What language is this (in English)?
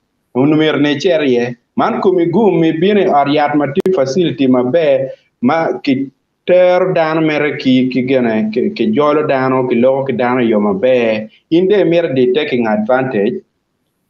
Acoli